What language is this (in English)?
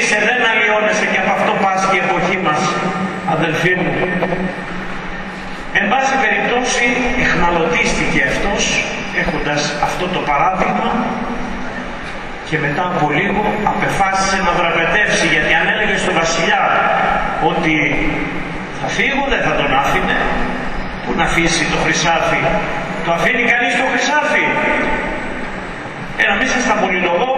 Greek